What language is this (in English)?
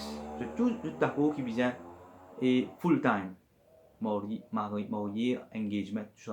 Morisyen